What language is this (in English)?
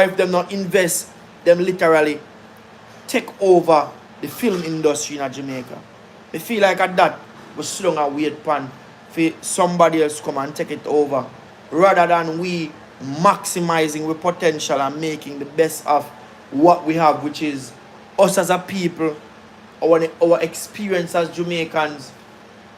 Jamaican Creole English